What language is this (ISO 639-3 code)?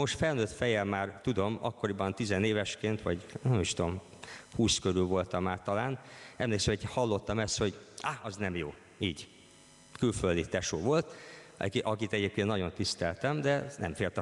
hun